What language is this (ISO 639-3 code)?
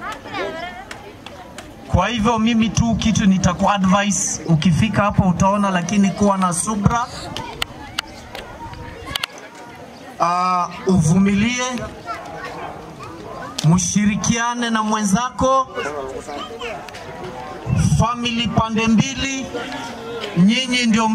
swa